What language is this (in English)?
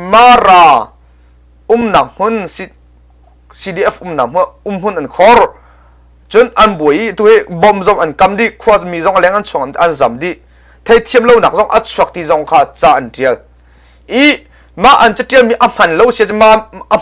Hakha Chin